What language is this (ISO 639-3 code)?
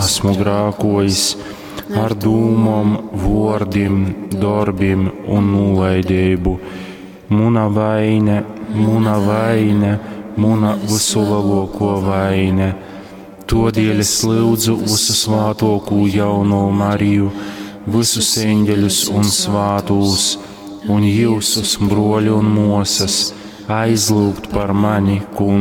ltg